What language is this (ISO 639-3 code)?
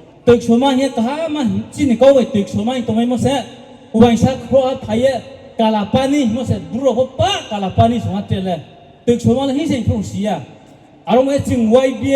ria